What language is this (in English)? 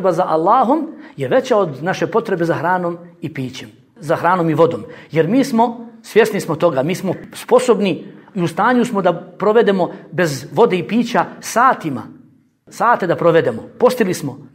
Bosnian